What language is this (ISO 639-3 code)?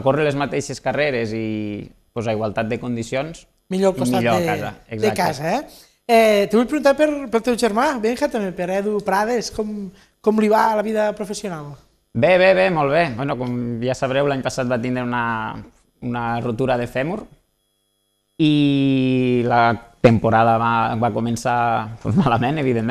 cat